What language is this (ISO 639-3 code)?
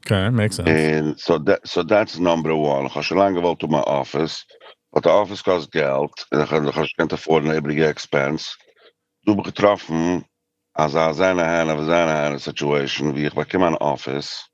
yid